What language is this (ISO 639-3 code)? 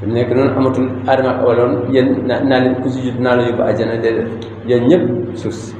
wol